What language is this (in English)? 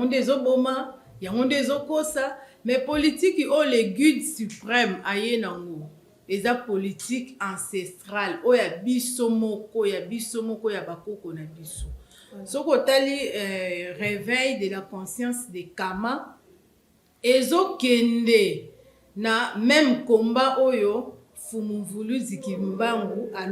Lingala